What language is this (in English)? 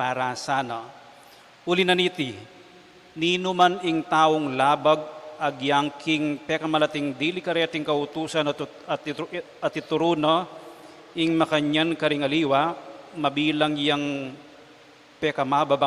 Pampanga